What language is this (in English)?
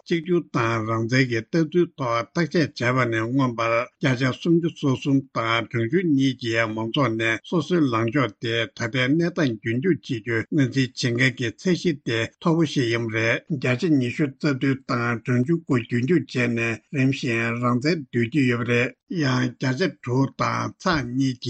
Tibetan